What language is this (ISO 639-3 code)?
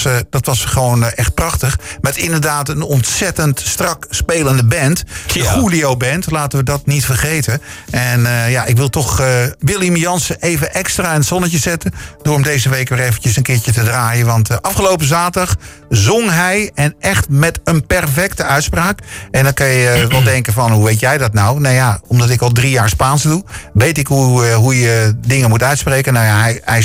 nld